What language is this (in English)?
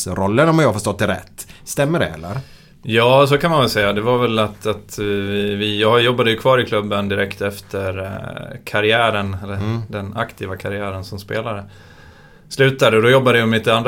Swedish